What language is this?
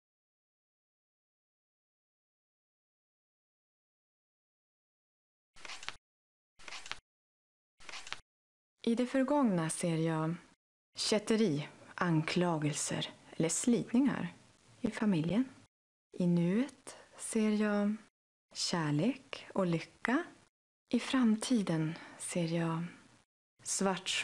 Swedish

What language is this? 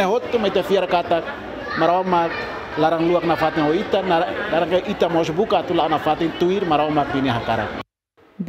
Tetum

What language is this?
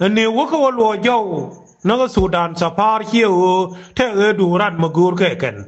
Nuer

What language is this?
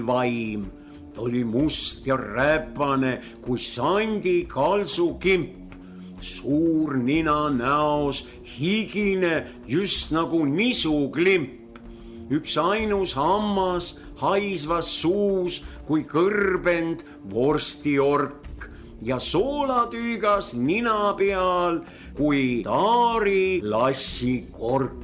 Estonian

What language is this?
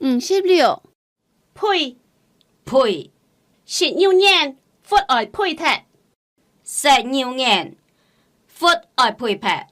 Hakka Chinese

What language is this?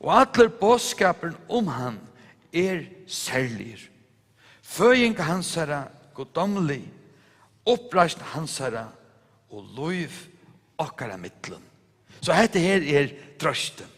Faroese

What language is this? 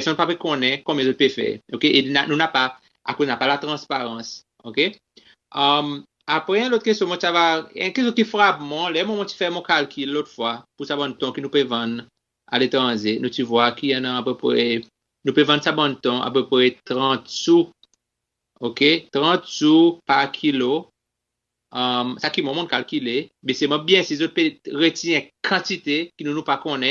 Seselwa Creole French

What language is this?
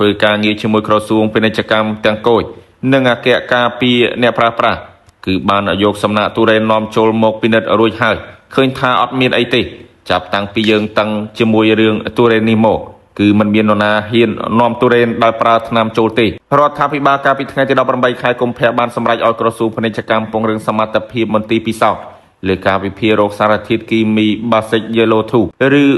Khmer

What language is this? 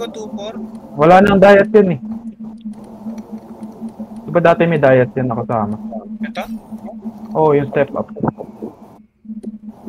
Filipino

